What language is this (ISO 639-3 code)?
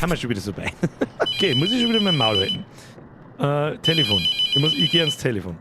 bar